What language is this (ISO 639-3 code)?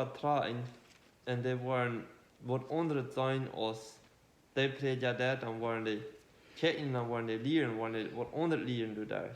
pdt